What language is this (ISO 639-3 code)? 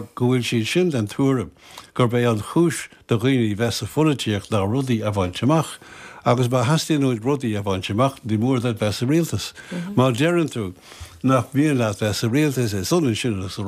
gle